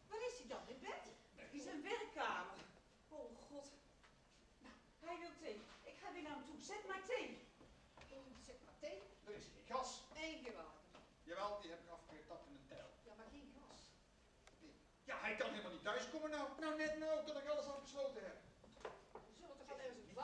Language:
Dutch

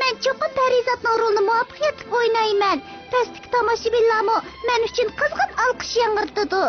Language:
Uyghur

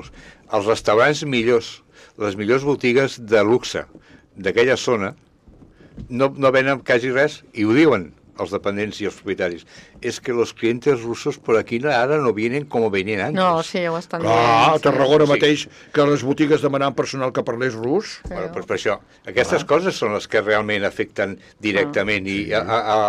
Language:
Catalan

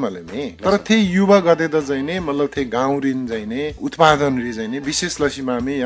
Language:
Eastern Tamang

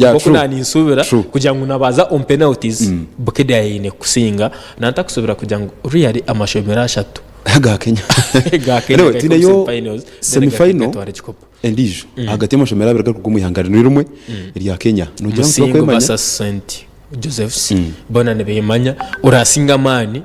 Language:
Nyankole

